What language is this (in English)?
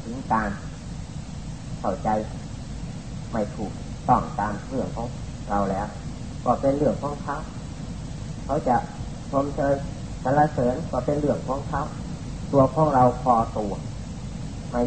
Thai